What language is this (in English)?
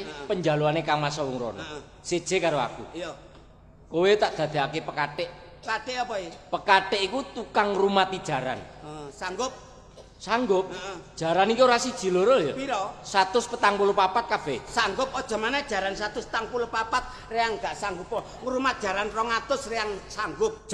Javanese